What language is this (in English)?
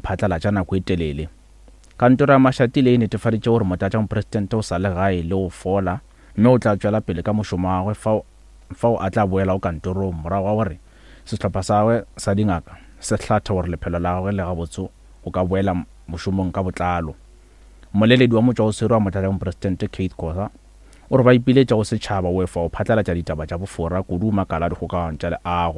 Northern Sotho